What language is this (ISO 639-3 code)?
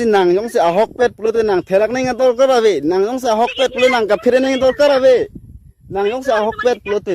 mjw